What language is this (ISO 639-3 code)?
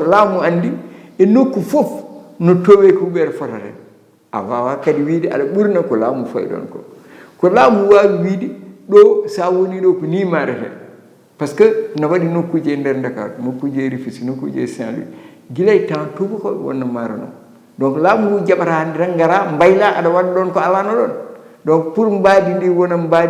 ful